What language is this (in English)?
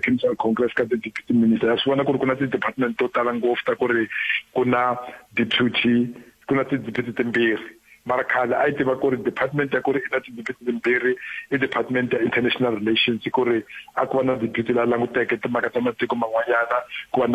Tsonga